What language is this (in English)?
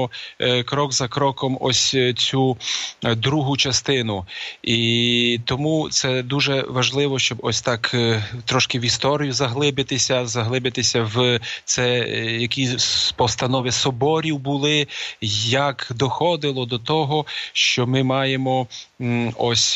Ukrainian